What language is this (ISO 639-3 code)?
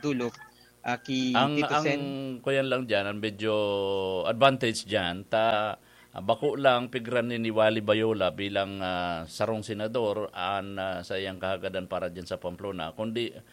bik